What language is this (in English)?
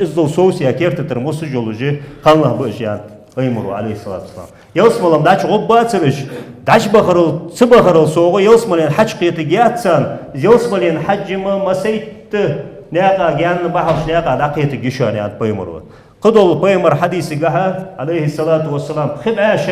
Ingush